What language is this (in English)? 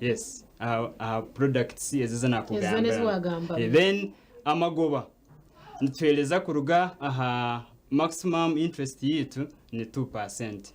Nyankole